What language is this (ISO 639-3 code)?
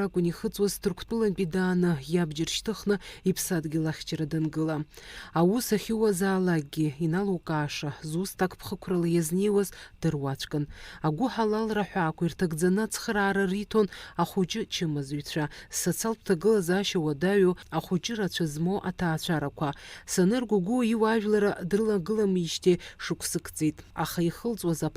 abk